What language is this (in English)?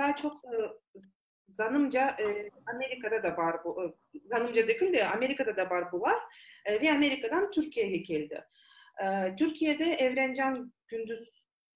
Crimean Tatar